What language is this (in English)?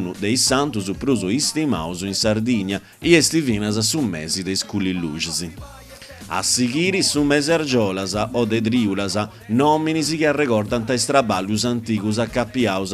Sardinian